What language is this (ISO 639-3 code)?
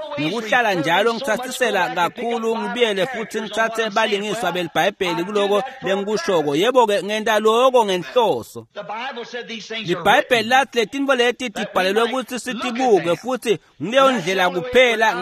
ssw